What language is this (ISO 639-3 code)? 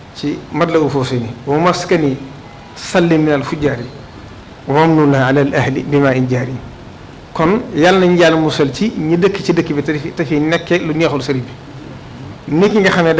wol